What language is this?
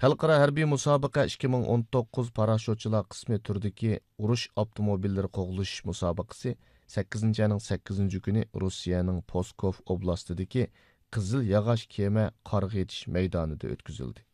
Uyghur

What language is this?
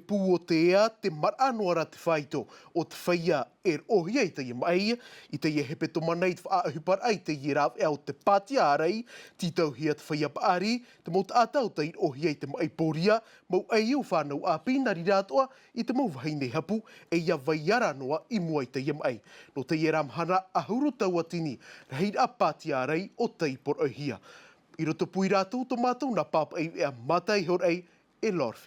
Tahitian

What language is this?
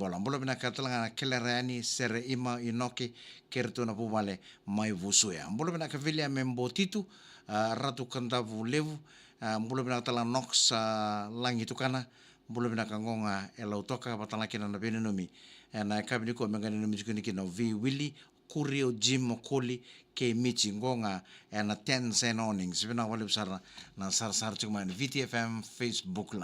Fijian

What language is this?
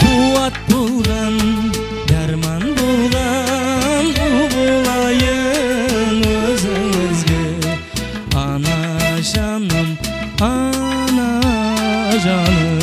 Kara-Kalpak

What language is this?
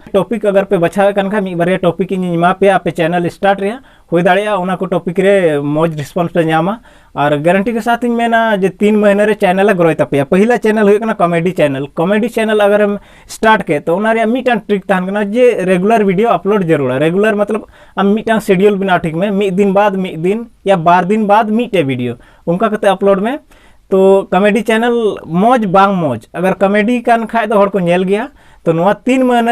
Santali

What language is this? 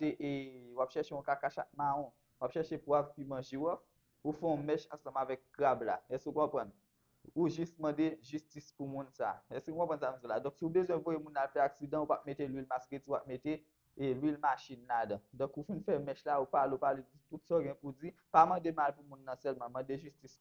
Haitian Creole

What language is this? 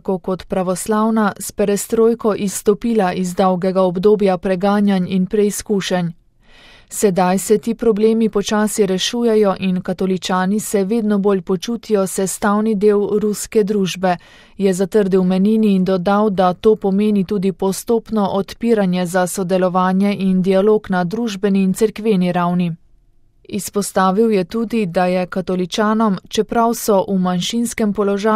Slovenian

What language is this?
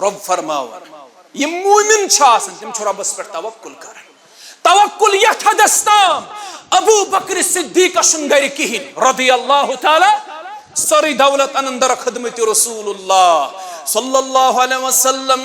Kashmiri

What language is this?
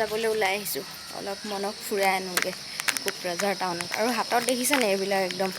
Assamese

